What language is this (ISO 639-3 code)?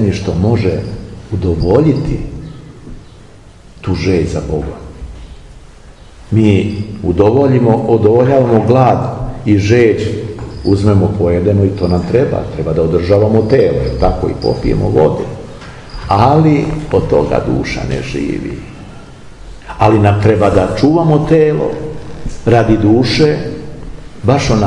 srp